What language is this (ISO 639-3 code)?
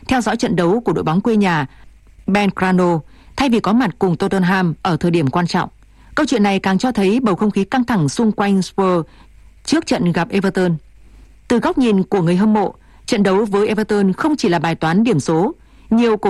vie